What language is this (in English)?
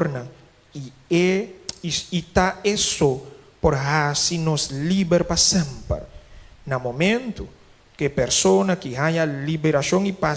Papiamento